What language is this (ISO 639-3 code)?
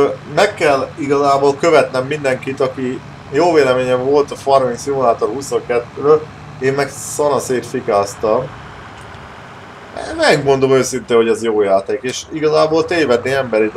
hun